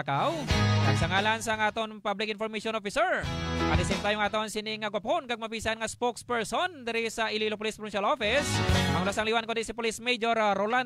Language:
Hiligaynon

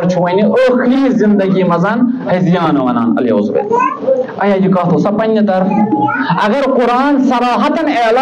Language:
Kashmiri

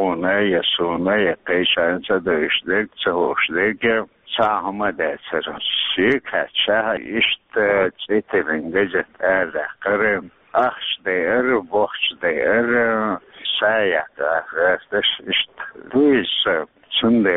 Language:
Chechen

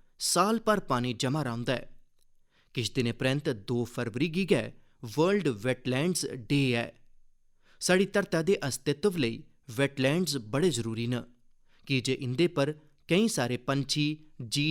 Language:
Dogri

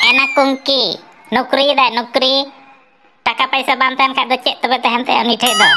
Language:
Santali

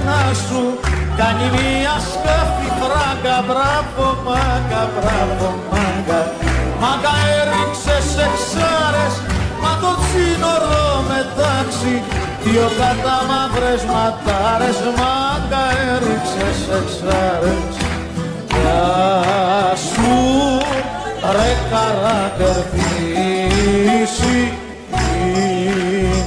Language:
Greek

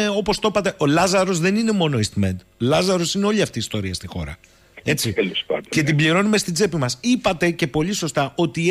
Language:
Greek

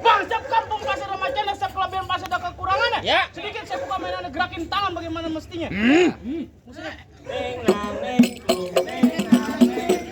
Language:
Betawi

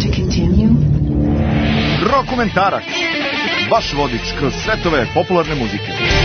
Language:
Serbian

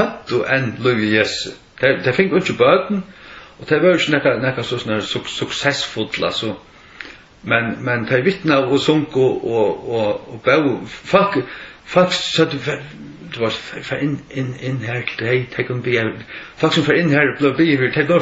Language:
Faroese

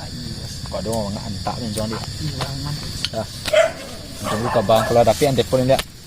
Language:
Minangkabau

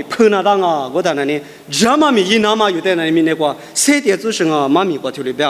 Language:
Lisu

